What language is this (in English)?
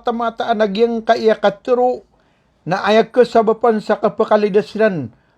Maranao